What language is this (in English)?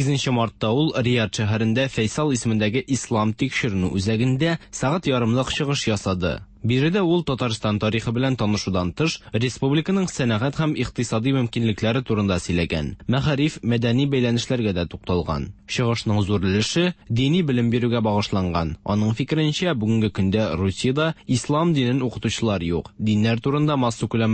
Tatar